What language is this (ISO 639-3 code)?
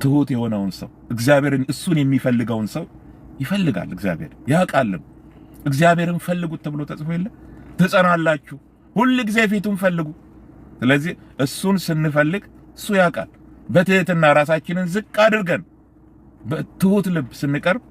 amh